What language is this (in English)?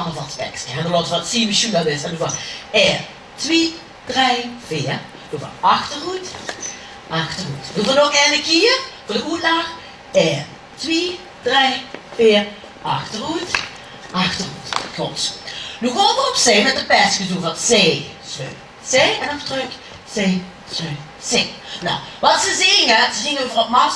Limburgish